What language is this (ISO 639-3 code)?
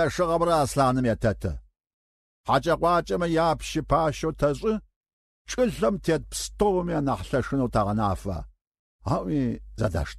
ady